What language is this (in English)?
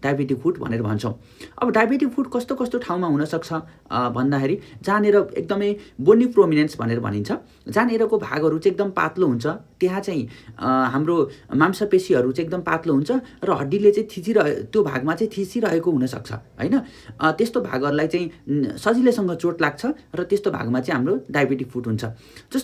Nepali